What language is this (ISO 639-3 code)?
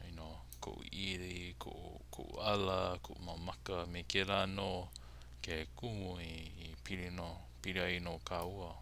haw